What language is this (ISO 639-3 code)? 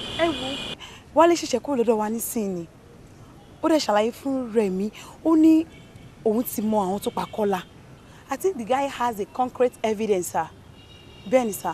yor